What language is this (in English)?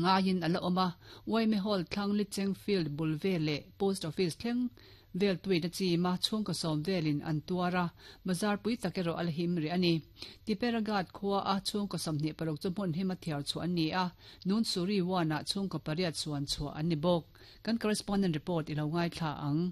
Mizo